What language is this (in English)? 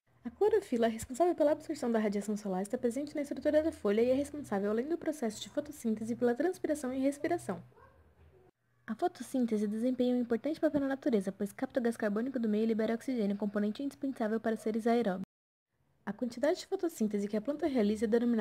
Portuguese